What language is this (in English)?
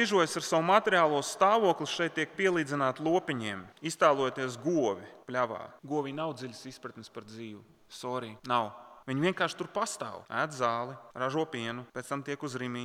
Latvian